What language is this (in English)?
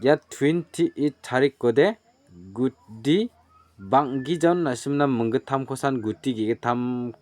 Garo